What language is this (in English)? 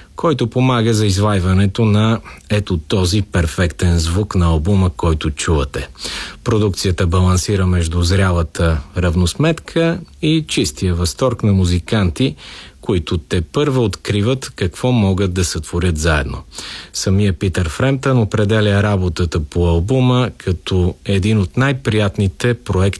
Bulgarian